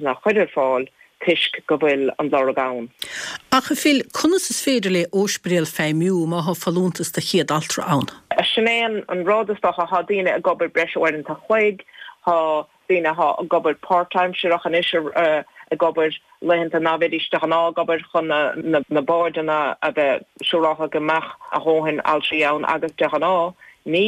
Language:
Irish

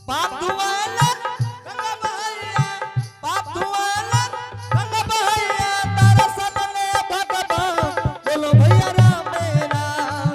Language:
Angika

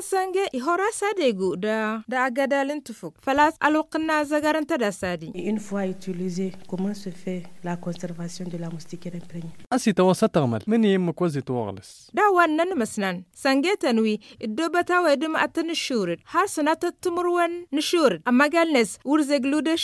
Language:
Hausa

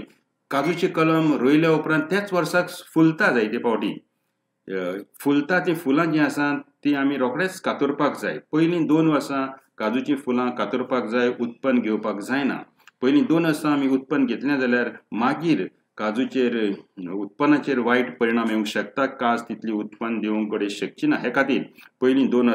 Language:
Konkani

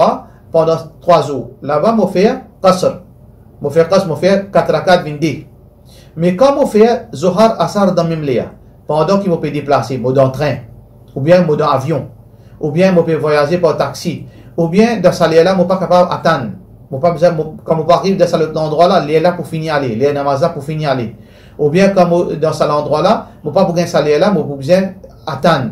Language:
Morisyen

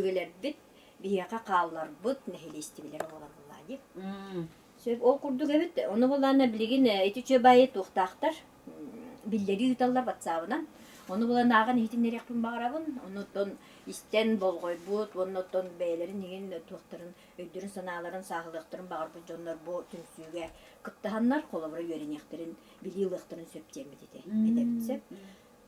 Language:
Yakut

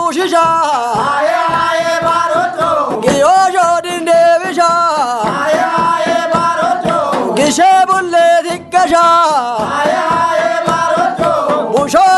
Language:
Kafa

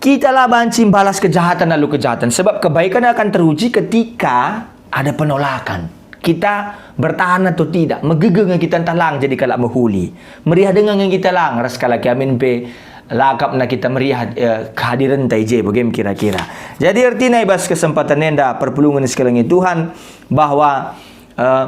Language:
Batak Karo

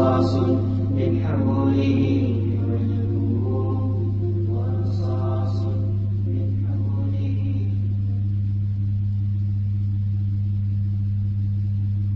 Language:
Bosnian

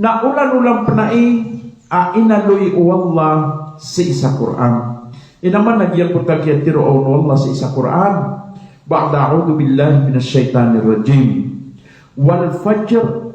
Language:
Maranao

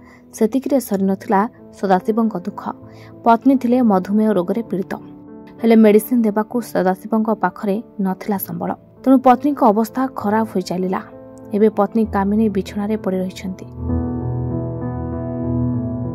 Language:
Odia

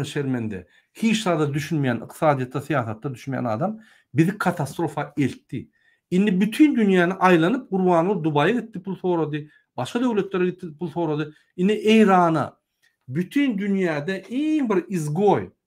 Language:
Turkmen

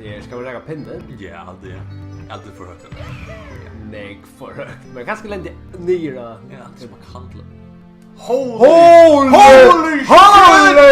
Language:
Faroese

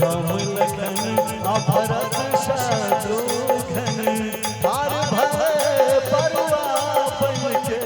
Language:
Maithili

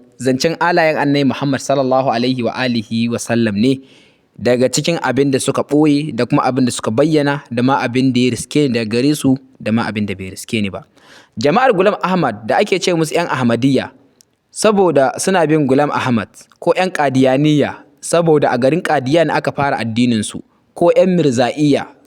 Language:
Hausa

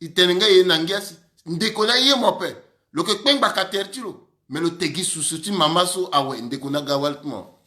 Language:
Sango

